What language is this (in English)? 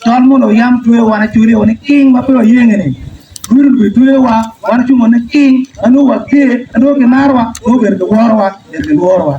Acoli